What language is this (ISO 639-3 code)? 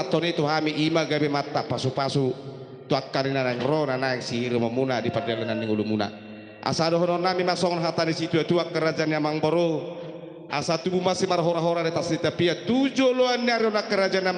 bbc